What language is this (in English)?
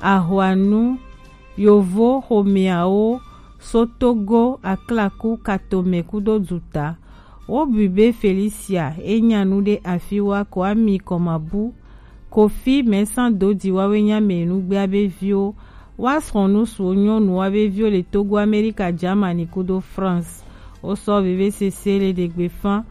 Gen